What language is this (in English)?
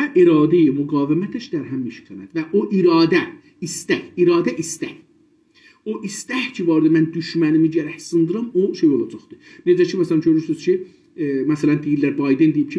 South Azerbaijani